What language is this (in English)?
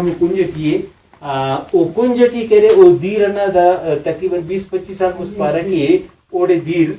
Brahui